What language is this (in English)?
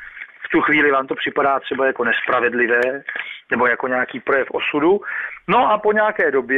Czech